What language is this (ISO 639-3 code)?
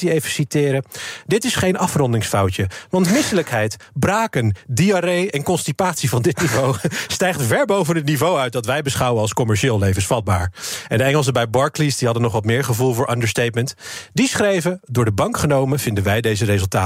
nld